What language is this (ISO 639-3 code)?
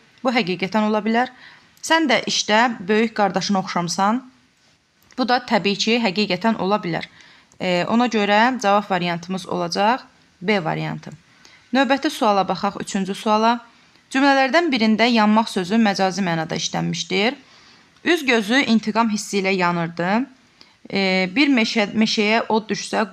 aze